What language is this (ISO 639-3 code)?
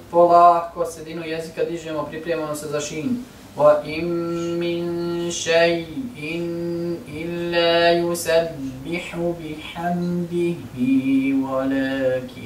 bos